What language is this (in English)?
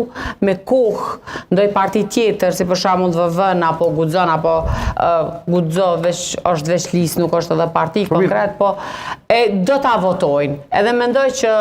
Albanian